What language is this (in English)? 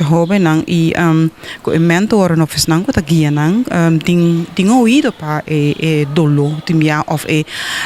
Papiamento